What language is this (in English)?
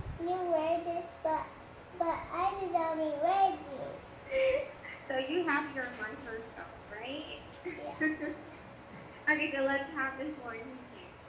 English